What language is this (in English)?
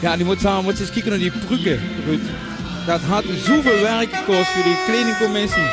Limburgish